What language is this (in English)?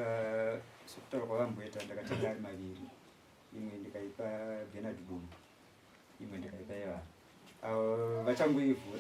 Shona